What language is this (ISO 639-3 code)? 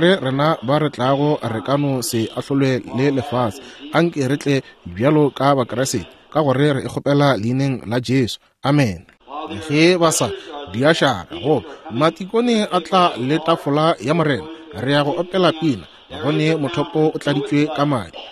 nso